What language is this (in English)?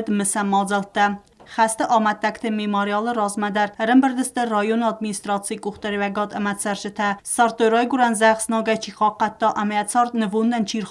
Ossetic